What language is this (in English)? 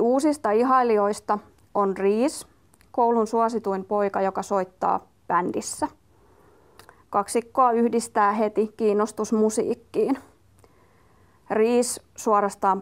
Finnish